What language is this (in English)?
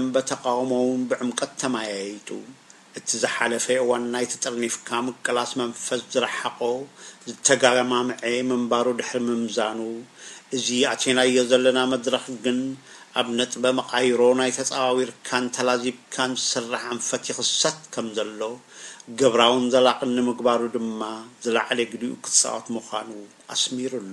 Tigrinya